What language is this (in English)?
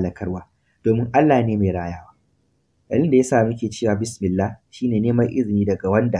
Hausa